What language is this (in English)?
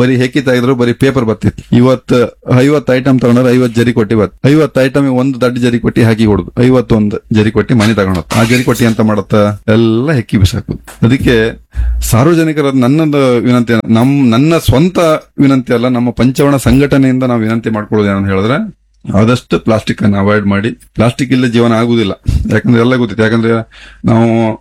Kannada